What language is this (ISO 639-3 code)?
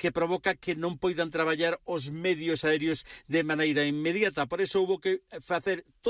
glg